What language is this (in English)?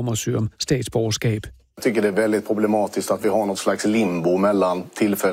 Danish